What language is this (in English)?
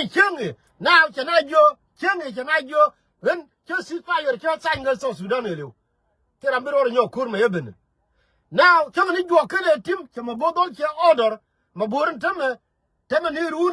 Nuer